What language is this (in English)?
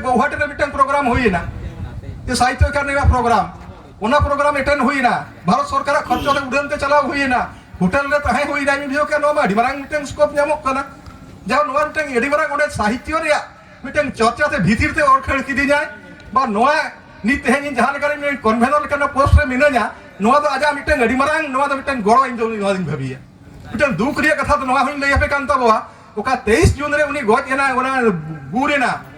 Santali